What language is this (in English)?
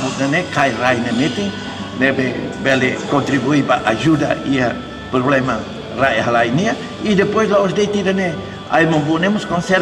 Tetum